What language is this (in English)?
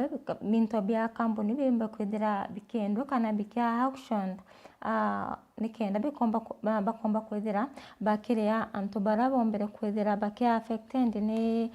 Meru